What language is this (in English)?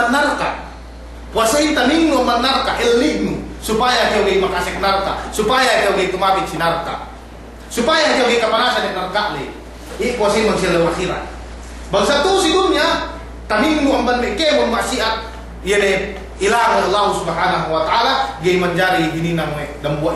Yakan